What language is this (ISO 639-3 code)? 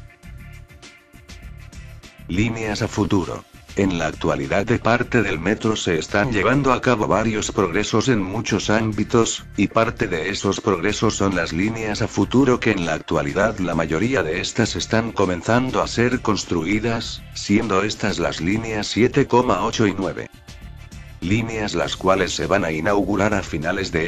spa